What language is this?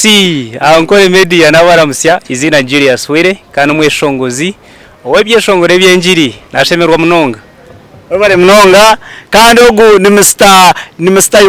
Nyankole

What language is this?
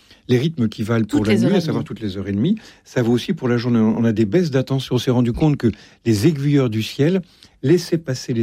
French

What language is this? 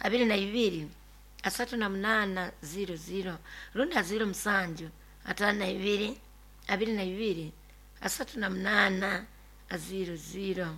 Nyoro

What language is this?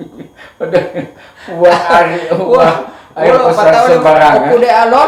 Gorontalo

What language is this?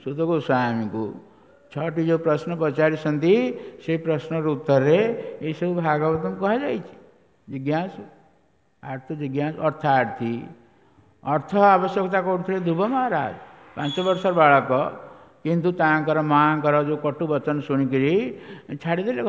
Odia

